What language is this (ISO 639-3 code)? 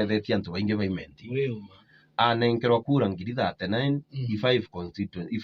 mer